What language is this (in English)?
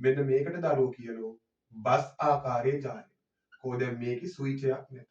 Sinhala